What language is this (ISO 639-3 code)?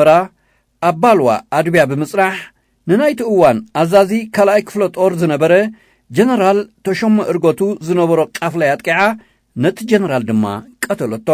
tir